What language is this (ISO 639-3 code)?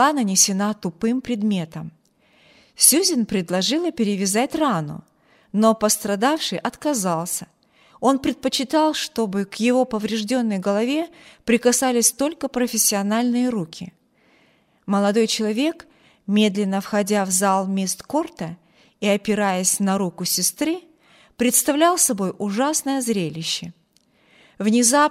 rus